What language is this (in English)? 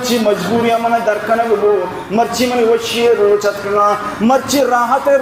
Baluchi